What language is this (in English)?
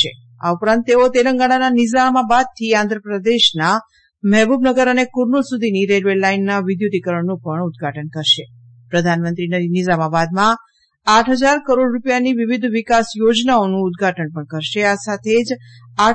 Gujarati